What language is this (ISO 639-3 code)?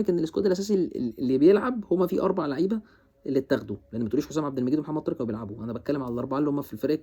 arz